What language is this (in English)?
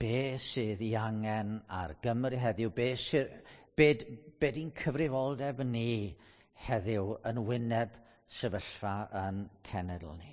Welsh